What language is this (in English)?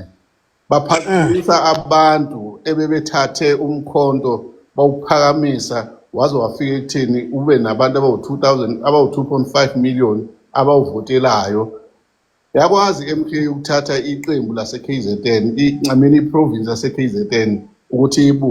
Zulu